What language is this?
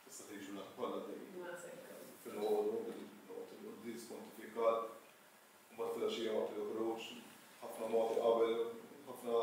Maltese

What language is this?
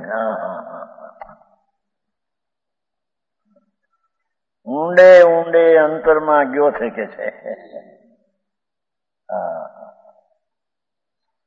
Gujarati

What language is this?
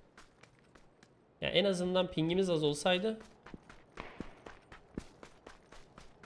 Turkish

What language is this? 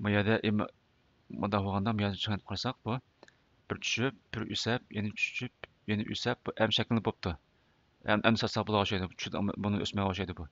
Uyghur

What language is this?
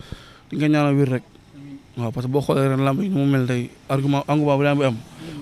Wolof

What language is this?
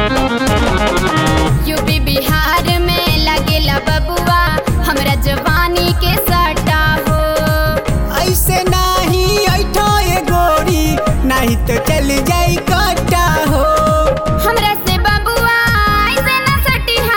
Bhojpuri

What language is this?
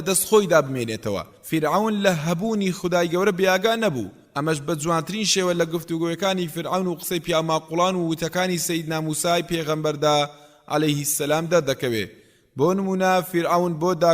Central Kurdish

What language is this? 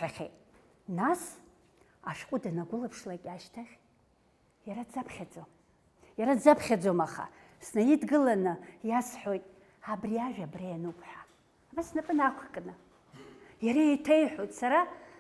Abkhazian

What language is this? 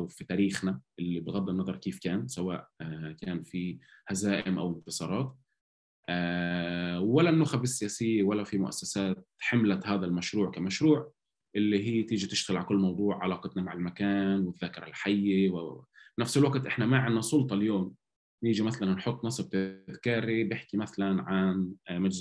North Levantine Arabic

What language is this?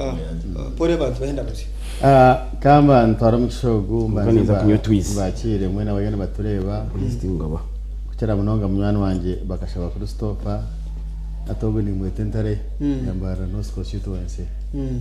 Nyankole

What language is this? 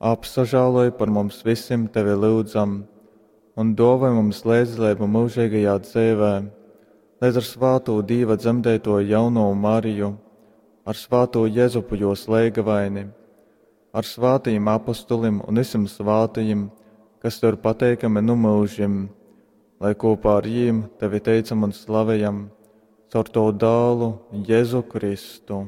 Latgalian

